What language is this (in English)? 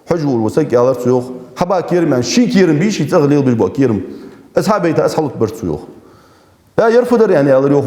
Ingush